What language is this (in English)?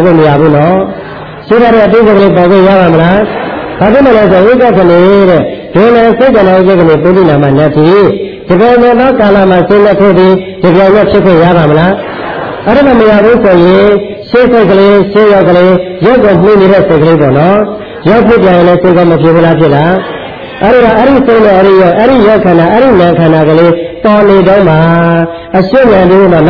Burmese